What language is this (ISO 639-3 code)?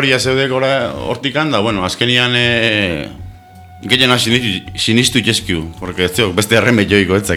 eus